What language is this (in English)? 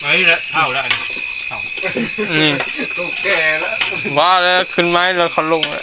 Lao